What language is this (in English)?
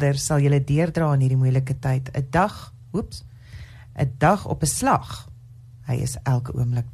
Afrikaans